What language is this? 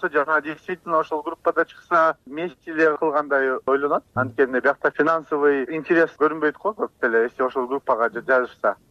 Kyrgyz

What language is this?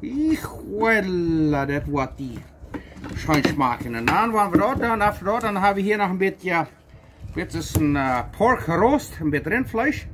Plautdietsch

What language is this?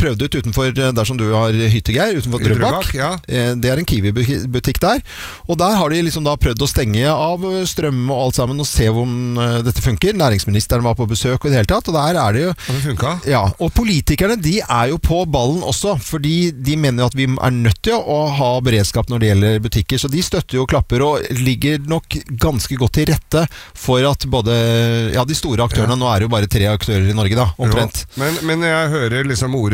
Norwegian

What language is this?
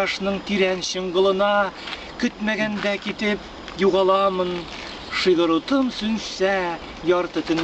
Tatar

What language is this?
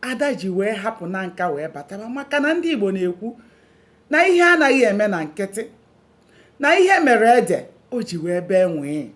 Igbo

